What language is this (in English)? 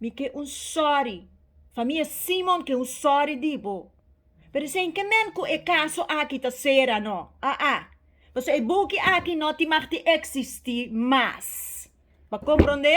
Papiamento